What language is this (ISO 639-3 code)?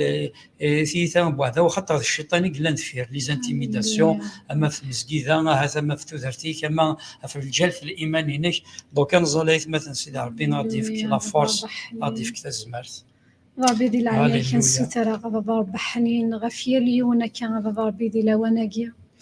kab